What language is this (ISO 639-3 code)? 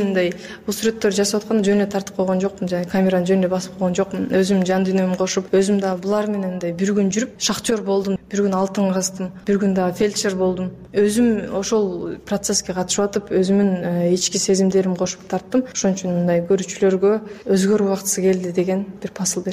kir